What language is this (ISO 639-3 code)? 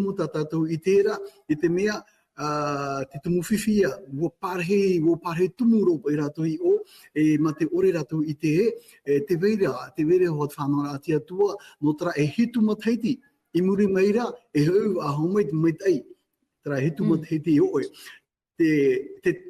tah